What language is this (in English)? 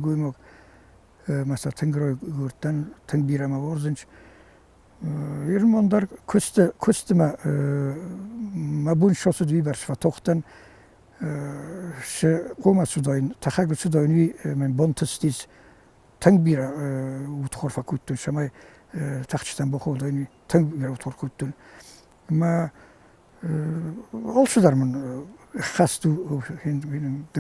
Ossetic